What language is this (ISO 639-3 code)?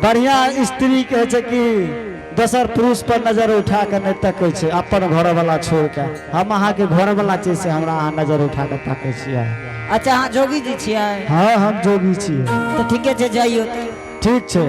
anp